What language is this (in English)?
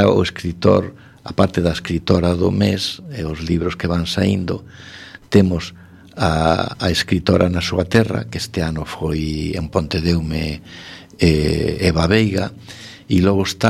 Galician